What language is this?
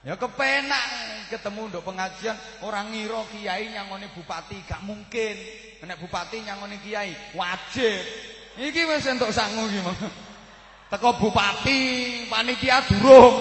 Javanese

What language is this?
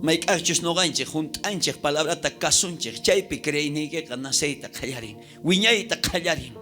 South Bolivian Quechua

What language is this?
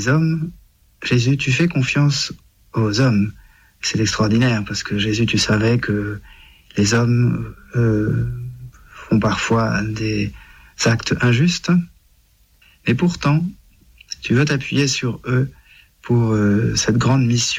French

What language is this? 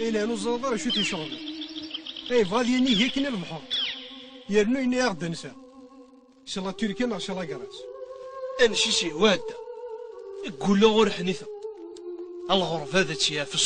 Kabyle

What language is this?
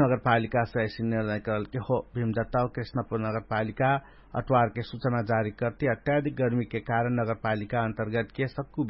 Dangaura Tharu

